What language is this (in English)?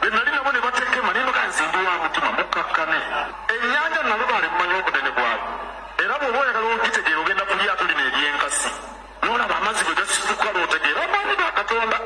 Ganda